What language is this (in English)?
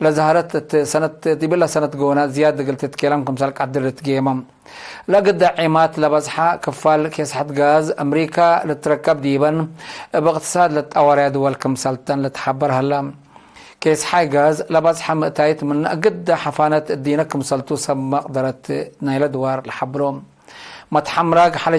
Tigre